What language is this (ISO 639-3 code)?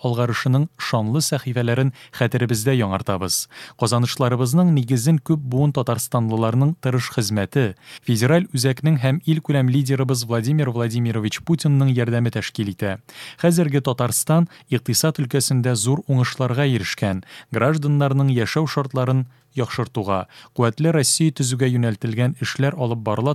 tat